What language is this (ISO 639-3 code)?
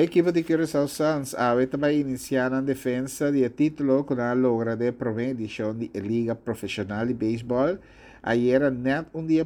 pap